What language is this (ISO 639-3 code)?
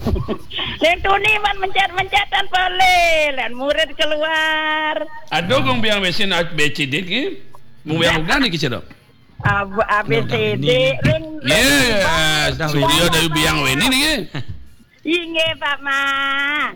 ban